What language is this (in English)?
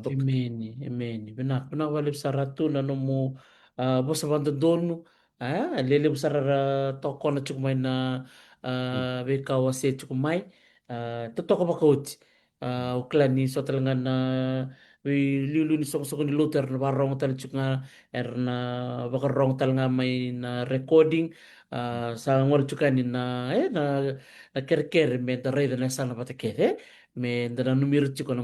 Fijian